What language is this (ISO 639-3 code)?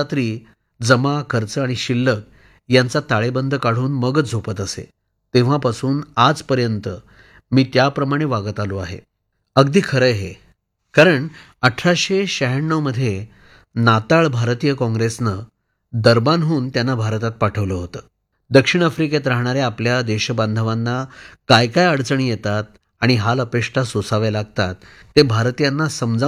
mar